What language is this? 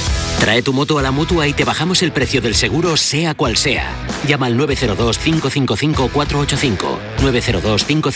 Spanish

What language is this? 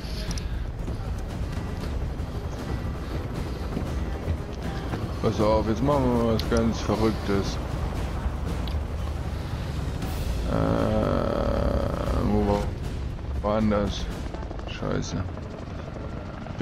German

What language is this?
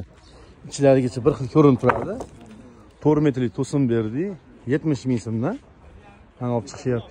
Uzbek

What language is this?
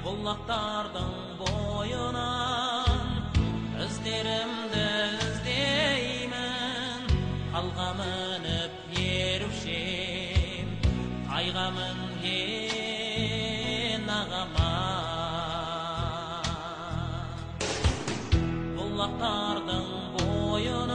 Kazakh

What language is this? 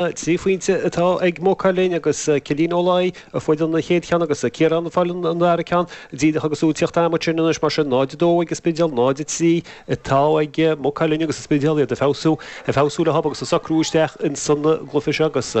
Irish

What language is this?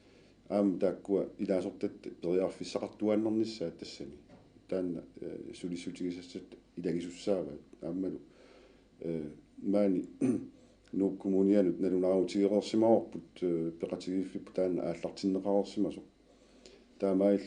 Kalaallisut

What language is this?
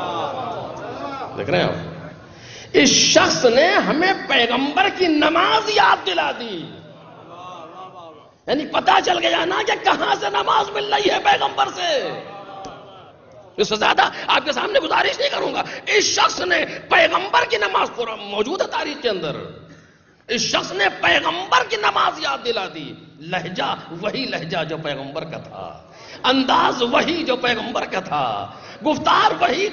Urdu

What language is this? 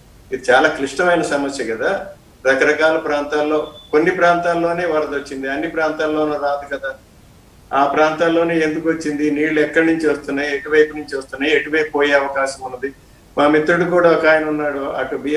Telugu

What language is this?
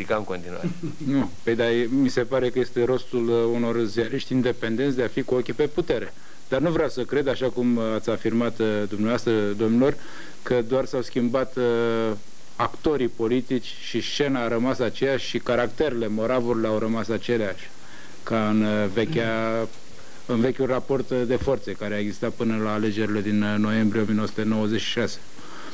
Romanian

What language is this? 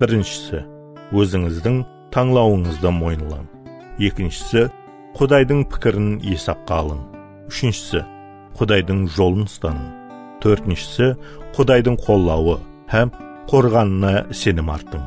Kara-Kalpak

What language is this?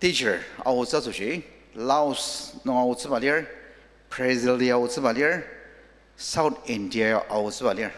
Ao Naga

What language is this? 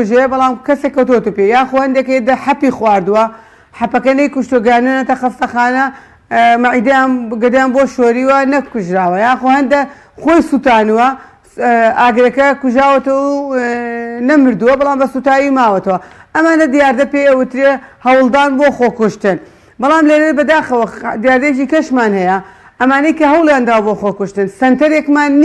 Central Kurdish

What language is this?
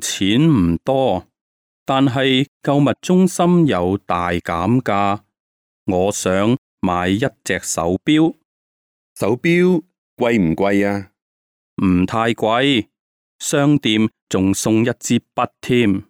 Cantonese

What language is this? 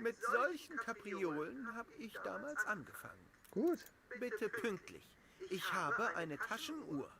Bavarian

